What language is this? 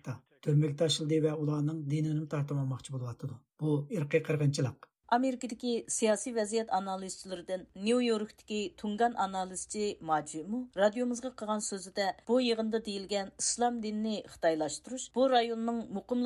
Uyghur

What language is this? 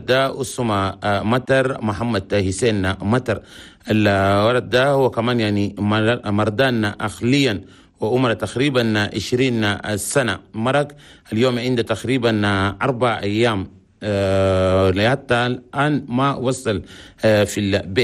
Chadian Arabic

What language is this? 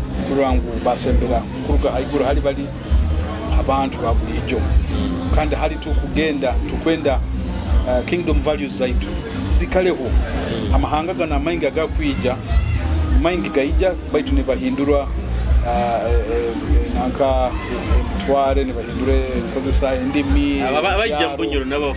Nyoro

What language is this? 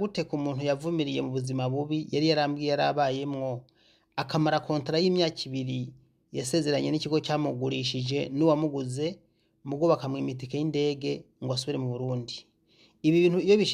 Rundi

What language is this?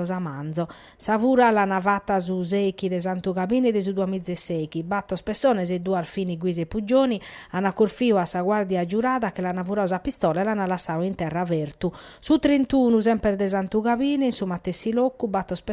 Sardinian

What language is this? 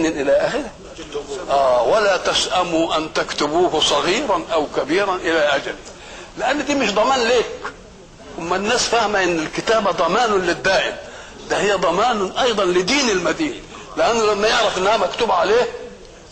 Egyptian Arabic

